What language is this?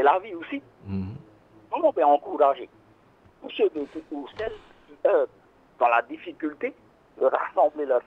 Tahitian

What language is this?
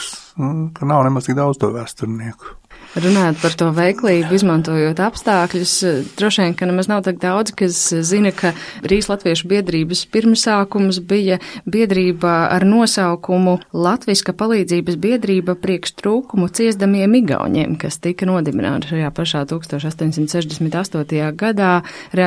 Latvian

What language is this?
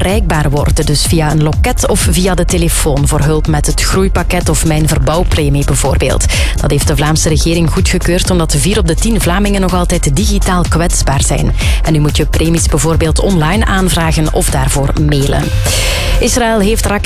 Dutch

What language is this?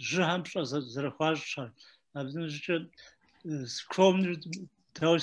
Kabardian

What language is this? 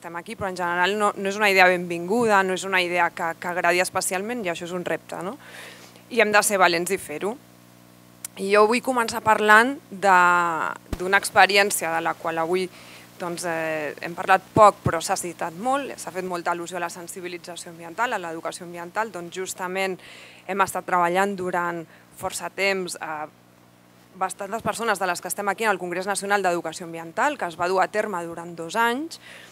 Catalan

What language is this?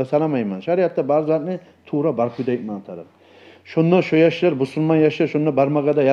Kumyk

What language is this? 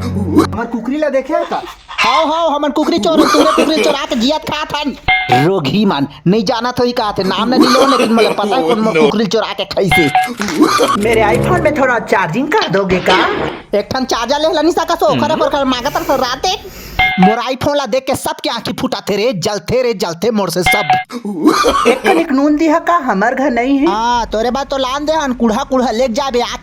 Chhattisgarhi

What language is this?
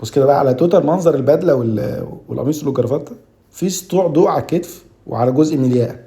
Egyptian Arabic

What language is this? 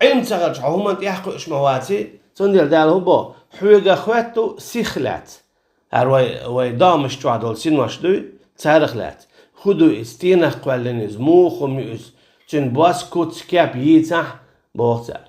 Chechen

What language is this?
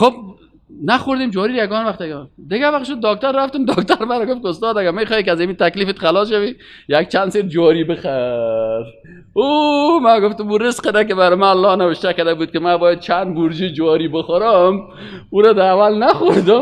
Persian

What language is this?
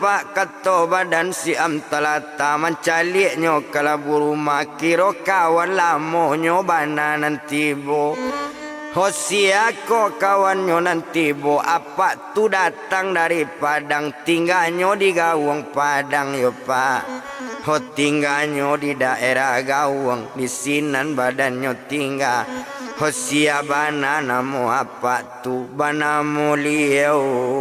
Minangkabau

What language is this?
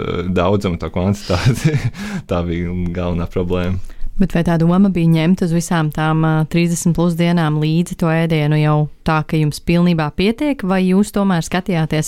Latvian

